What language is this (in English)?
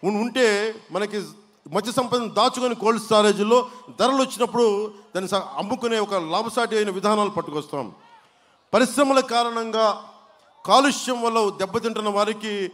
Telugu